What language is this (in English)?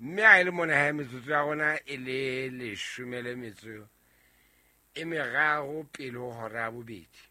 Southern Sotho